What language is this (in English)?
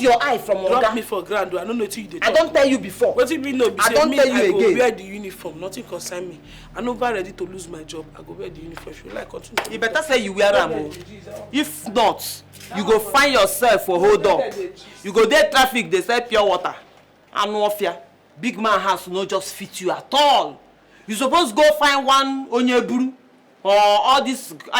Nigerian Pidgin